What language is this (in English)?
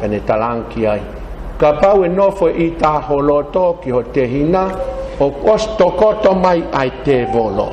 Tongan